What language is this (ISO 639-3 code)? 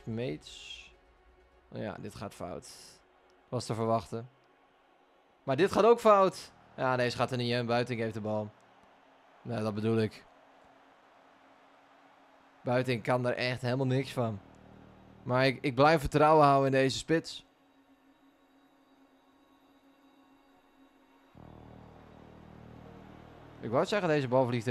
nld